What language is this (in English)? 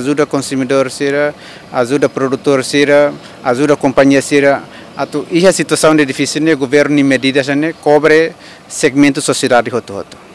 Tetum